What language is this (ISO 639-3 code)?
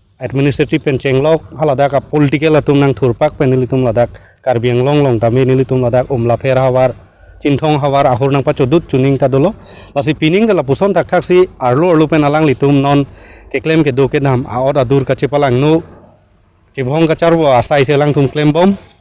mjw